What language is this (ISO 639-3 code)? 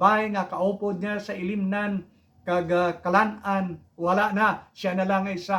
hil